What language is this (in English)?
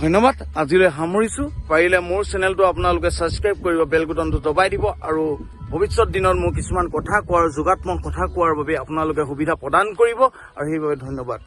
Assamese